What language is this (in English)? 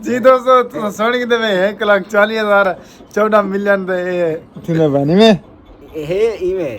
Saraiki